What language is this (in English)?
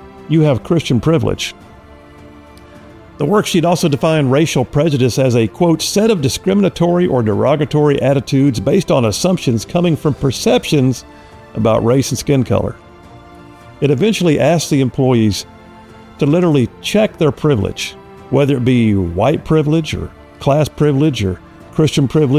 English